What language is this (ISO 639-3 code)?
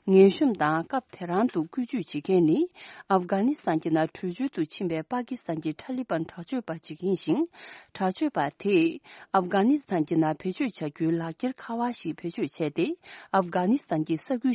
bod